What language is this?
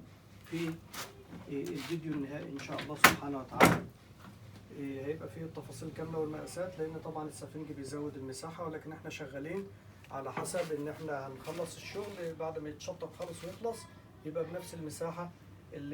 Egyptian Arabic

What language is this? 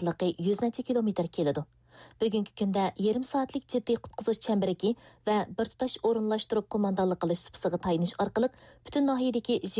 Uyghur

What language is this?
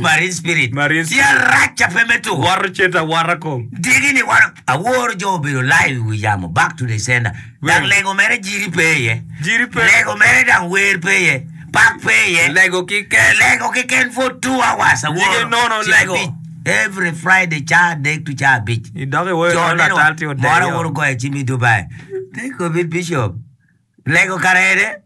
Acoli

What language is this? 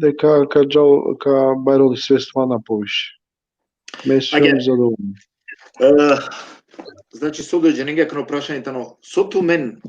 Balkan Romani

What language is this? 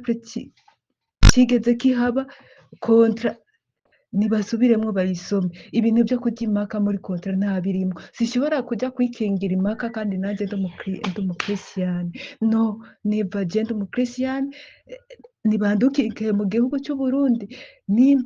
Rundi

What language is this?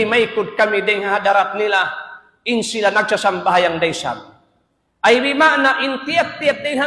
Tausug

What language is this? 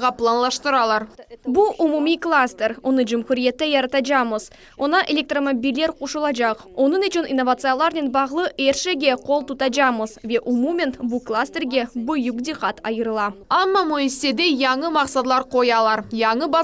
Crimean Tatar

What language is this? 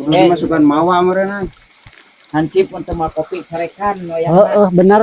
Sundanese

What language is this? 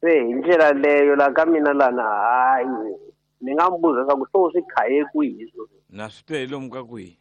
Tsonga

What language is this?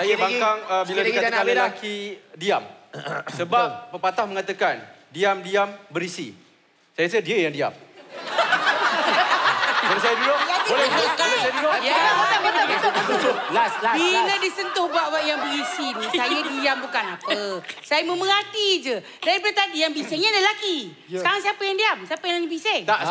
Malay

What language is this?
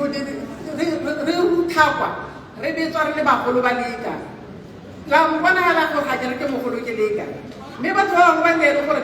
Tswana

